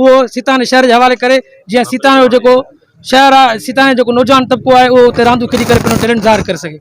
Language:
Sindhi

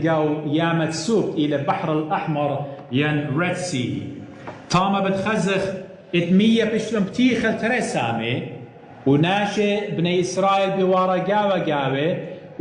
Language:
Assyrian Neo-Aramaic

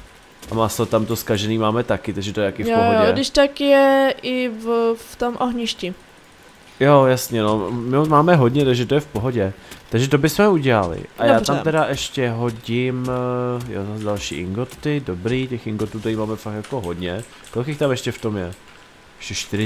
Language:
Czech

